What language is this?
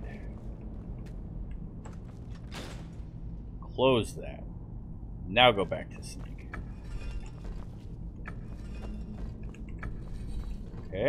English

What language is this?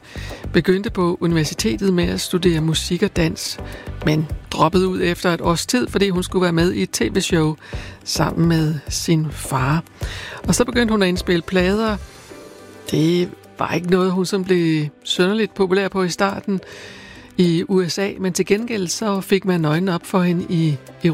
Danish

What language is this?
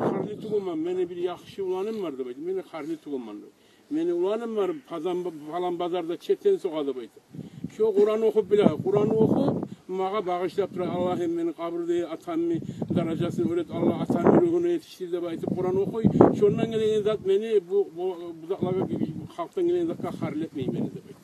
Kumyk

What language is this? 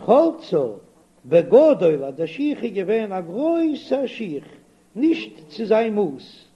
Yiddish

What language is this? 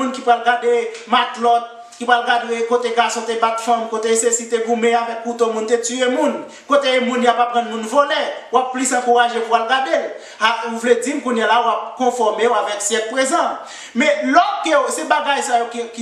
Haitian Creole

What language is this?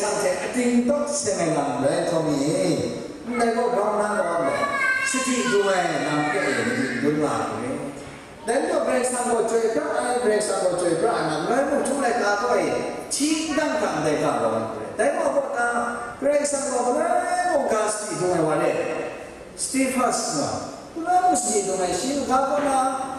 Kachin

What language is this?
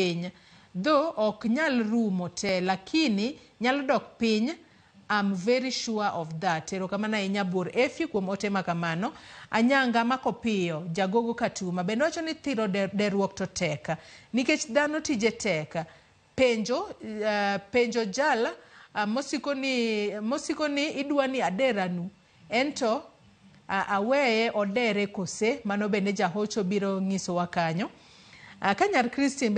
Luo (Kenya and Tanzania)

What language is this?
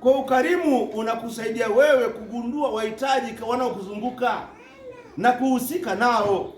Swahili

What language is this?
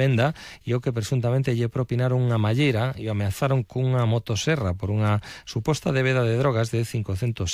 Galician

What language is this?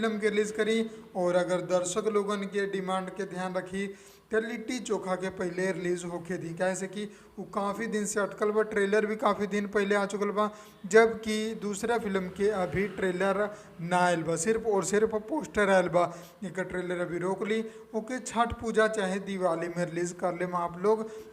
Bhojpuri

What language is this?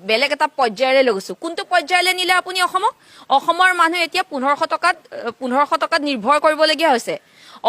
Assamese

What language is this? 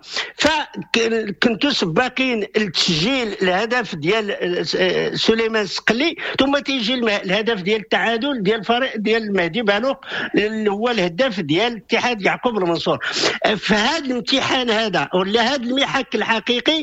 Moroccan Arabic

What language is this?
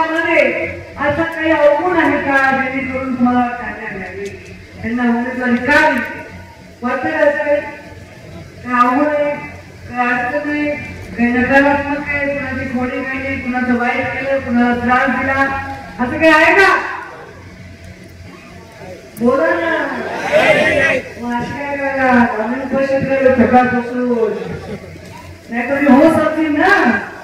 Marathi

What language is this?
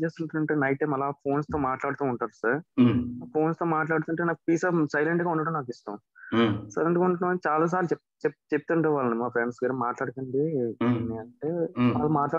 Telugu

